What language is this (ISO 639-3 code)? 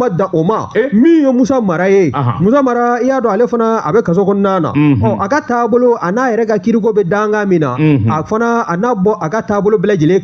bam